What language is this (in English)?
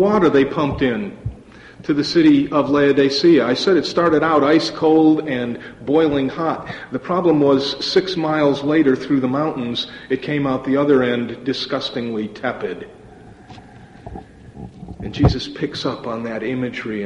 English